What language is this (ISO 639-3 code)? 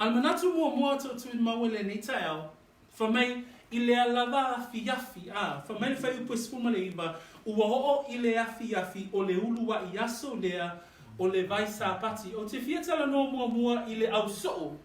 smo